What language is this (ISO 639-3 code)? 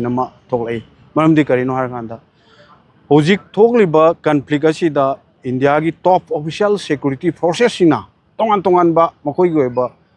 mni